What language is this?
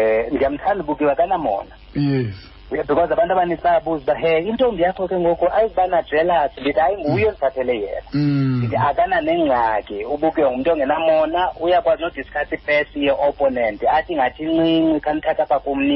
Xhosa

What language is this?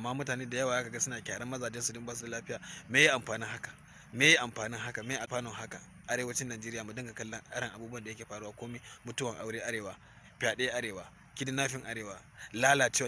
Hausa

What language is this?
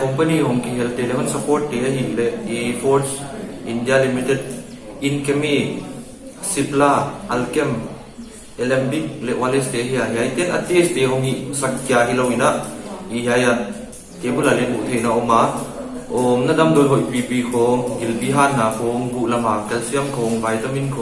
Paite Chin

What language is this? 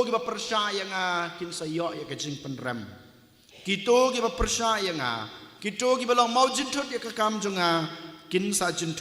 Khasi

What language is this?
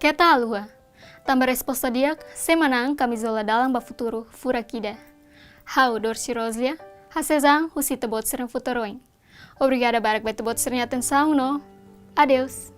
Tetum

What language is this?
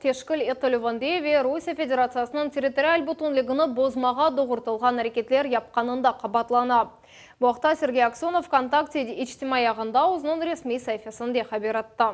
Crimean Tatar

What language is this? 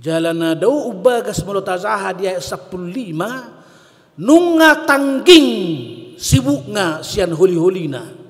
Batak Toba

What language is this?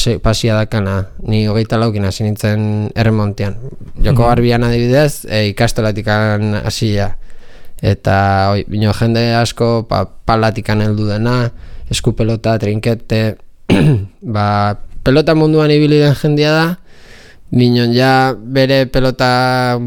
Basque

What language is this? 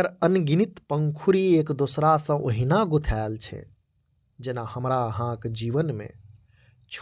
Maithili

